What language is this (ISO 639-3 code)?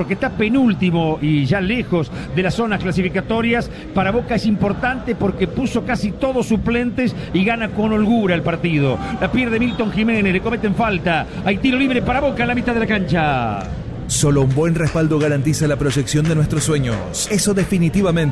spa